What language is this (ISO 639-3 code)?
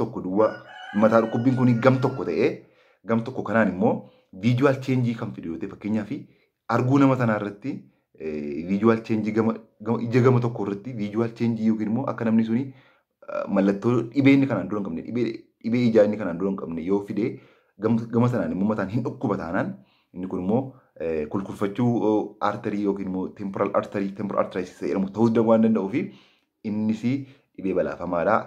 orm